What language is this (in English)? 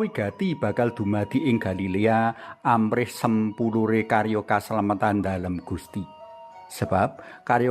Javanese